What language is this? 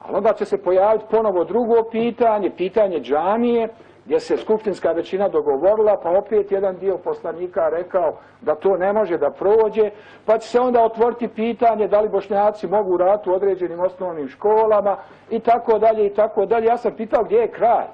Bosnian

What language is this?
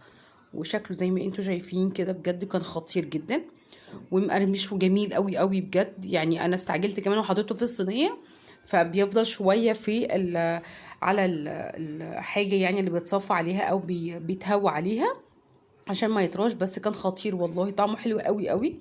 Egyptian Arabic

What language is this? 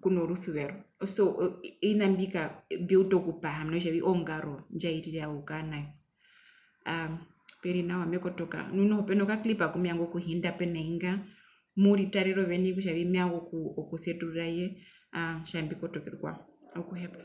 Herero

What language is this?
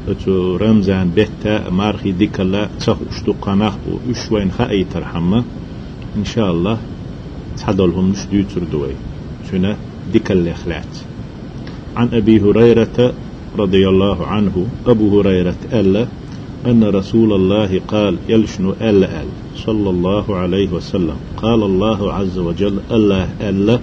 Chechen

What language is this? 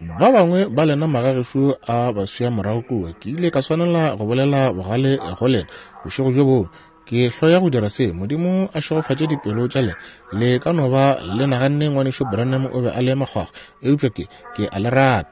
Northern Sotho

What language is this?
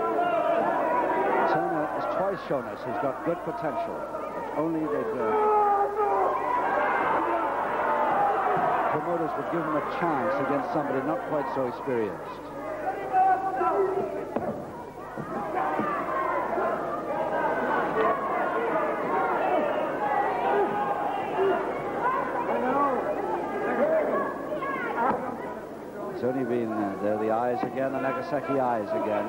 English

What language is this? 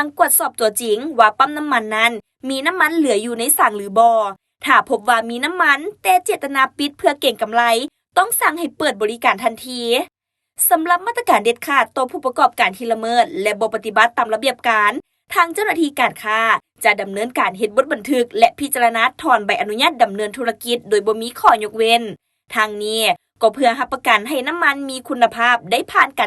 Lao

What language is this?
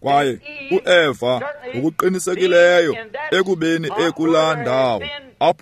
Xhosa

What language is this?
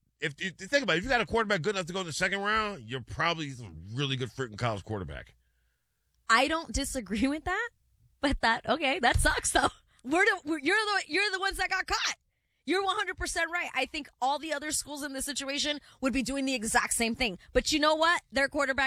English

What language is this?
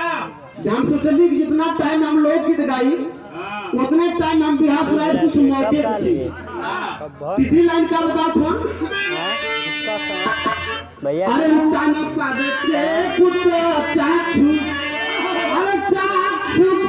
Bhojpuri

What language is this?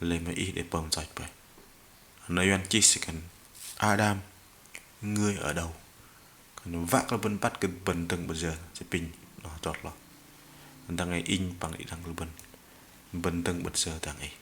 Bahnar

